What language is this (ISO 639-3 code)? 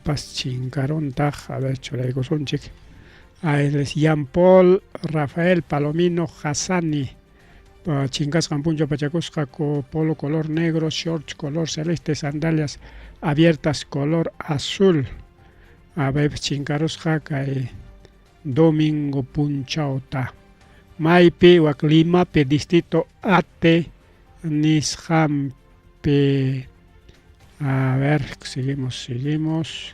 quy